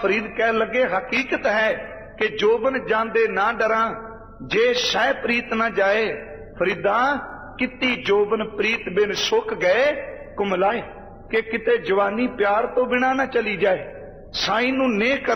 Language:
Punjabi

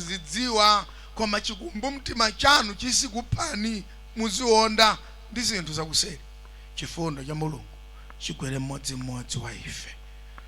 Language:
Nyanja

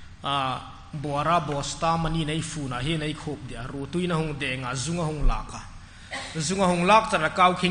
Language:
Hmar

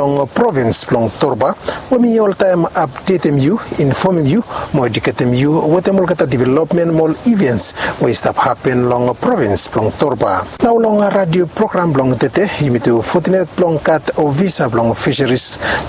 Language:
Bislama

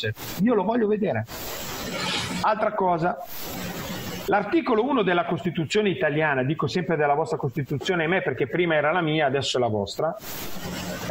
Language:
Italian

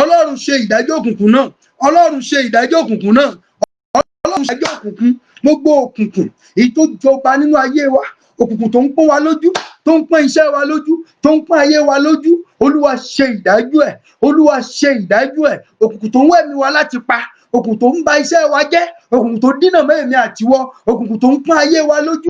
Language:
Yoruba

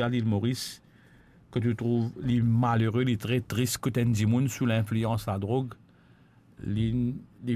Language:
Morisyen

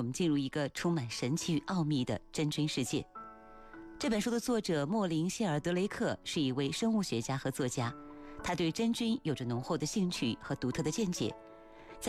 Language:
Chinese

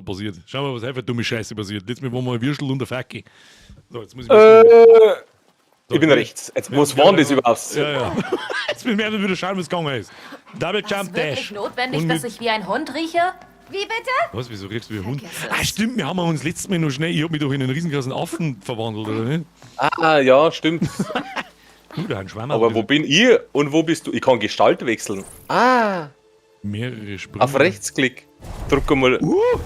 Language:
Bavarian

